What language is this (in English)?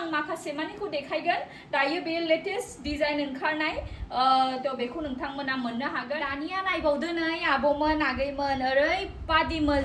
Bodo